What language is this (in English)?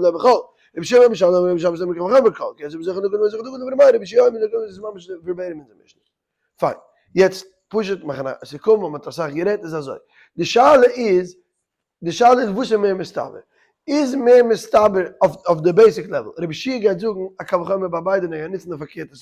Yiddish